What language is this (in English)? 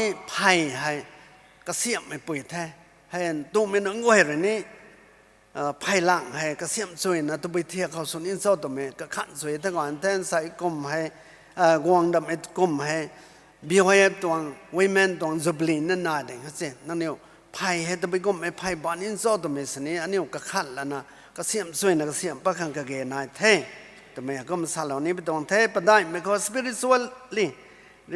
Rongmei Naga